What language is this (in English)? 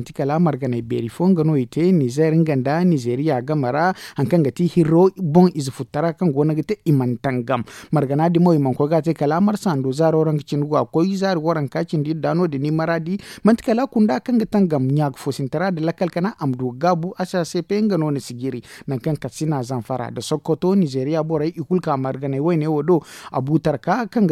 Zarma